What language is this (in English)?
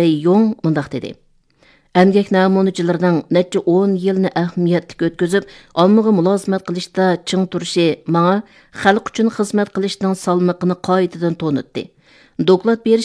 Uyghur